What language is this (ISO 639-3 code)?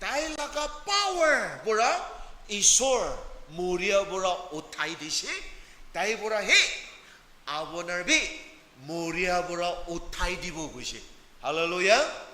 nag